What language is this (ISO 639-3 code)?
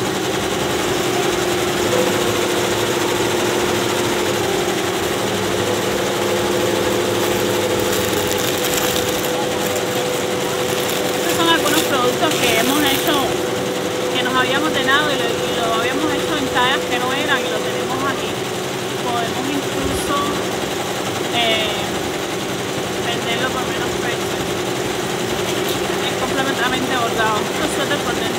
spa